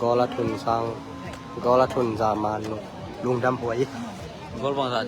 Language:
Tedim Chin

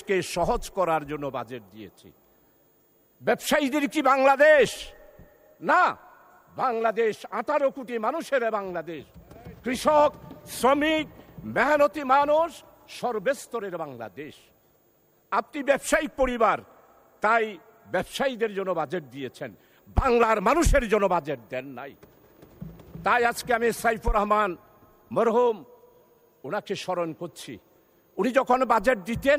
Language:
Bangla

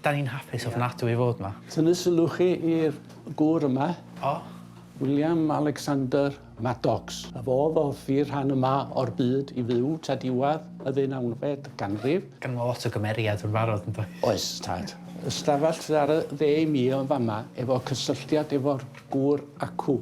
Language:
Welsh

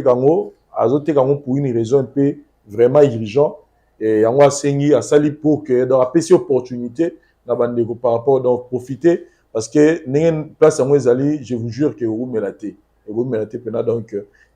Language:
Lingala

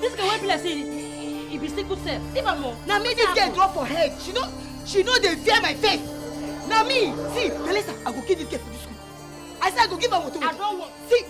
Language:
Nigerian Pidgin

